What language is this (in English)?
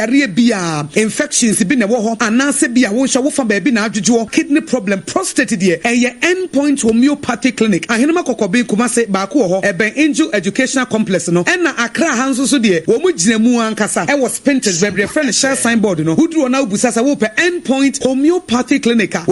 Akan